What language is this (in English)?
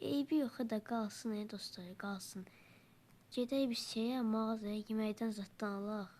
Azerbaijani